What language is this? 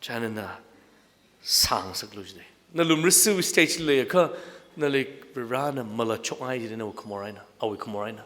Tangkhul Naga (India)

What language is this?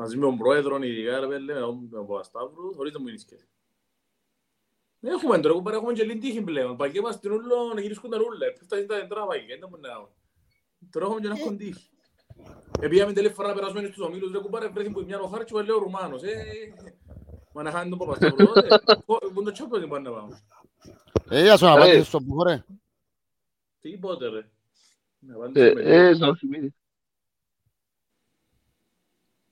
Greek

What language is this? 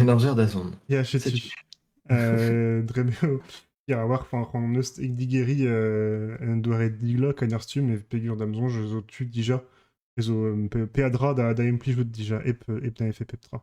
Breton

